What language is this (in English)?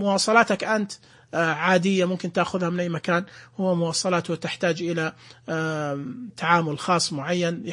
Najdi Arabic